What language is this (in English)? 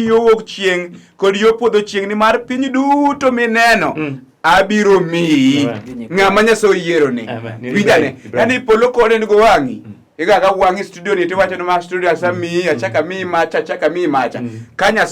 Luo (Kenya and Tanzania)